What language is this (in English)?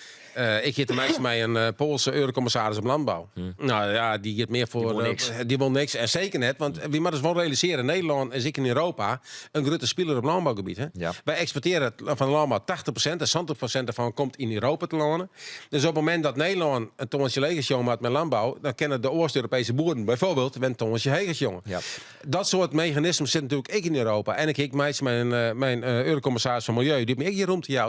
Western Frisian